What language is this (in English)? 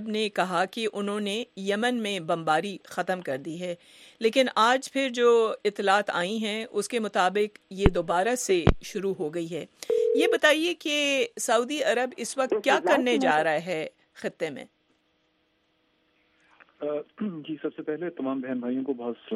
Urdu